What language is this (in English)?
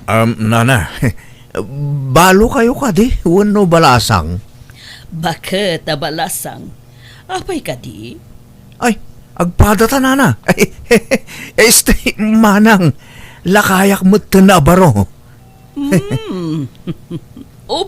Iloko